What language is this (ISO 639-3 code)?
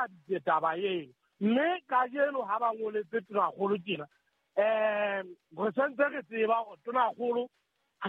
sot